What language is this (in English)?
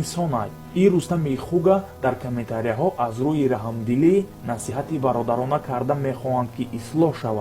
Tajik